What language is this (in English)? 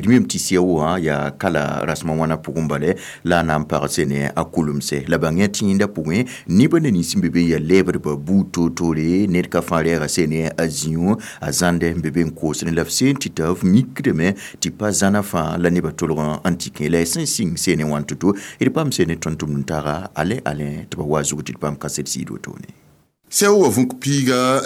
Mossi